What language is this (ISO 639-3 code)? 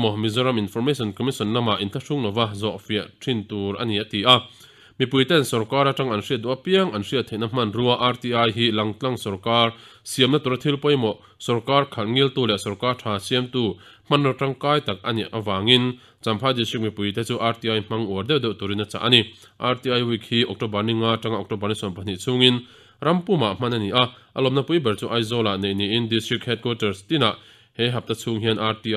lus